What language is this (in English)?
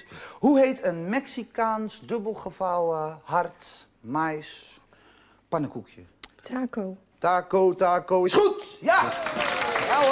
Dutch